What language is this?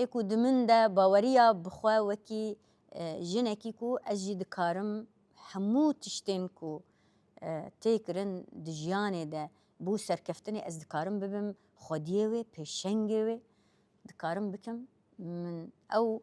Kurdish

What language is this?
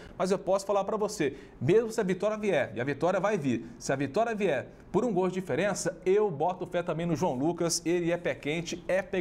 Portuguese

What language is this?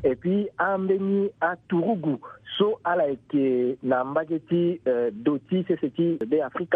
Sango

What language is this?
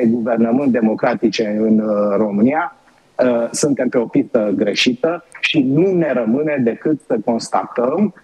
Romanian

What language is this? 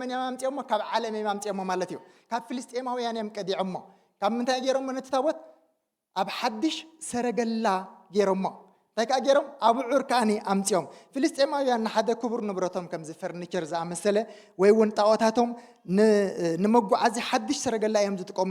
Tigrinya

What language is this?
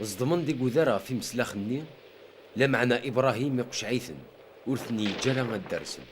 Kabyle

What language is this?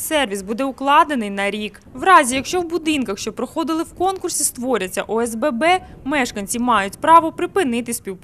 Ukrainian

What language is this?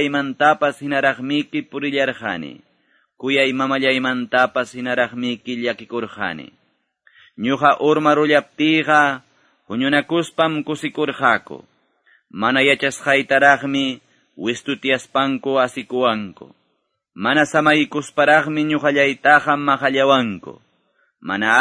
Quechua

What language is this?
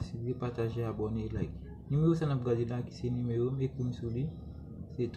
Haitian Creole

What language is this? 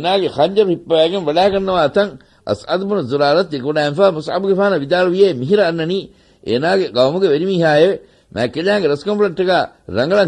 Divehi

